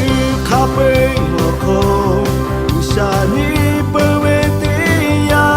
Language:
Lahu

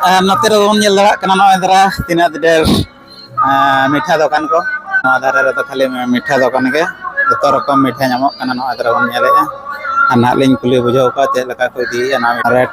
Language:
Santali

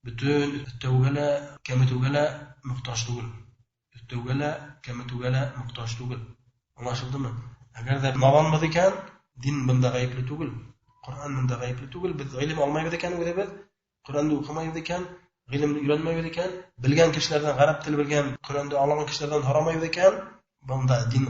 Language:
Bashkir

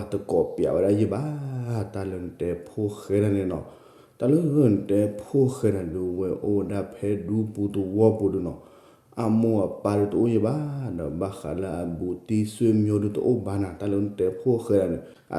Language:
S'gaw Karen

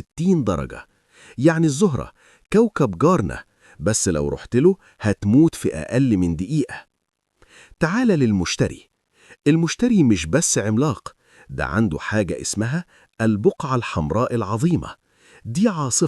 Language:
Egyptian Arabic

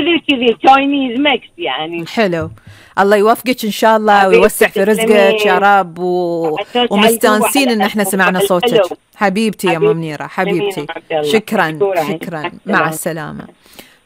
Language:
Gulf Arabic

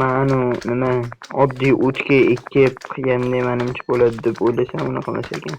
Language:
Uzbek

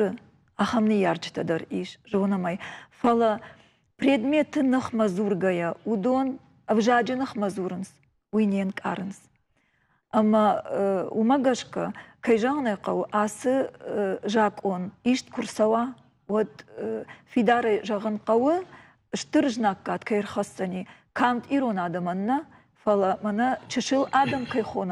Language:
Ossetic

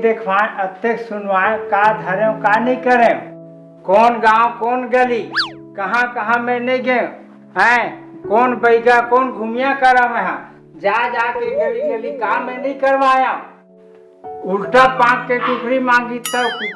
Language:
Chhattisgarhi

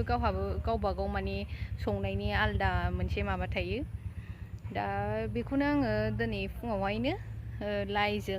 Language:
Bodo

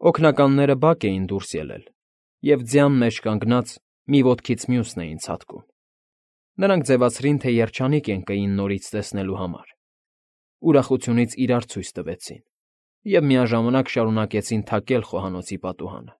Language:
Armenian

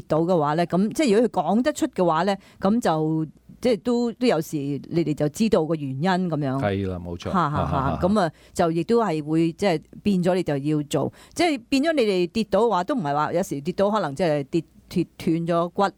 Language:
Cantonese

